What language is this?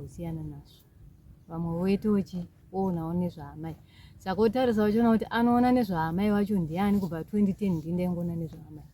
Shona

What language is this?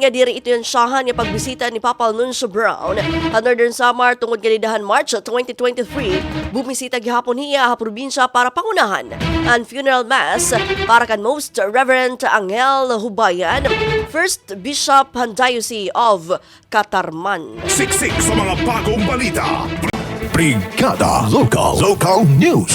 Waray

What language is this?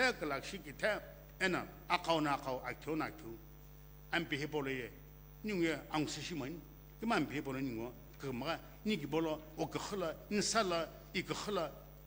Sumi Naga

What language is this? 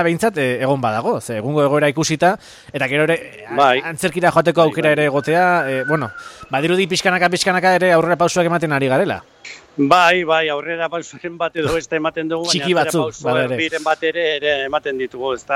Basque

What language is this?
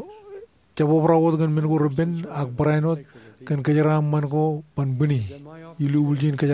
Marshallese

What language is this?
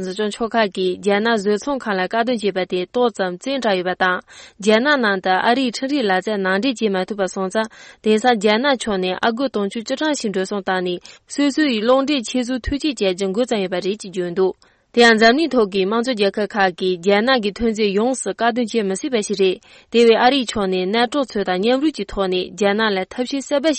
Tibetan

